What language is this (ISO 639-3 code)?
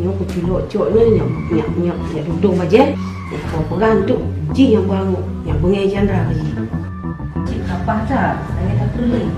ace